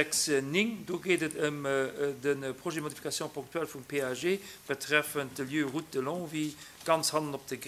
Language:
Luxembourgish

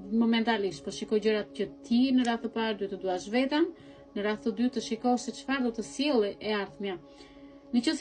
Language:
Albanian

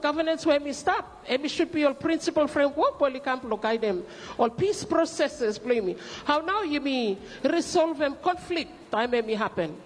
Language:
Bislama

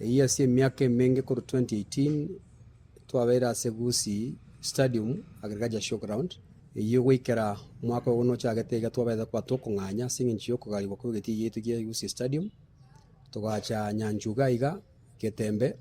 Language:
Gusii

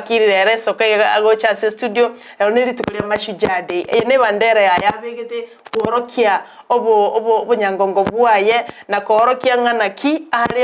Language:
Gusii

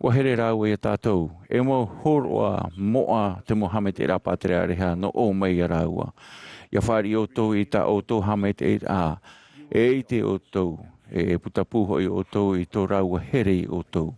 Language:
Tahitian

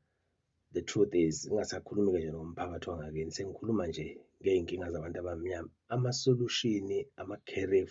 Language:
Zulu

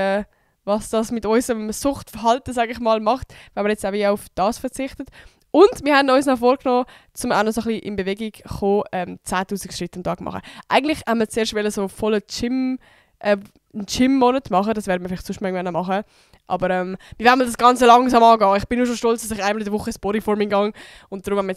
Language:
Swiss German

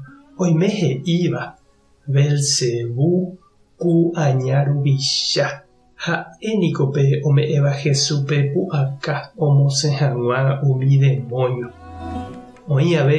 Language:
Guarani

